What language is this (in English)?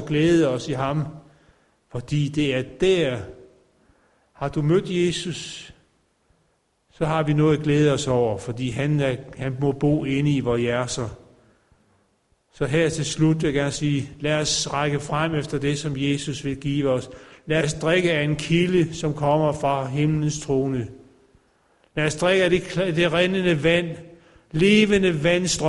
Danish